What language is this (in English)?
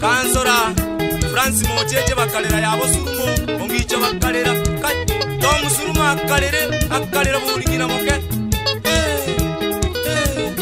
Gusii